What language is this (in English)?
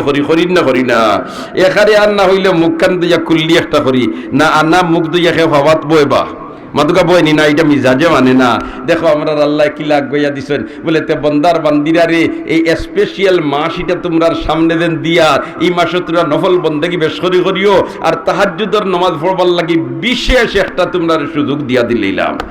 Sylheti